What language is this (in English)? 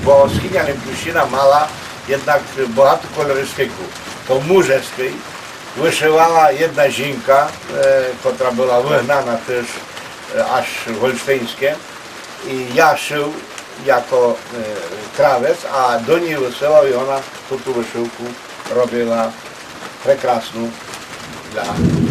Rusyn